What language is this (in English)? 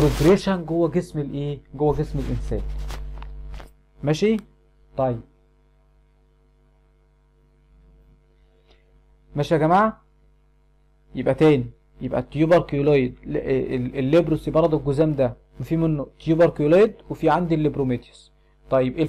Egyptian Arabic